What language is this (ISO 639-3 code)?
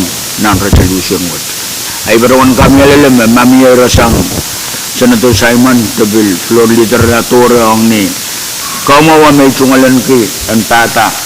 pon